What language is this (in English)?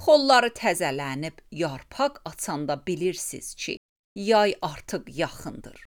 Azerbaijani